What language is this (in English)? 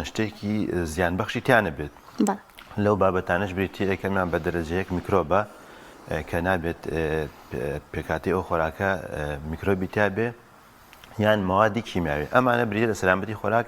Central Kurdish